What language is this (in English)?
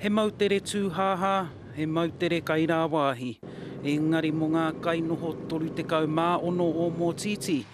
Māori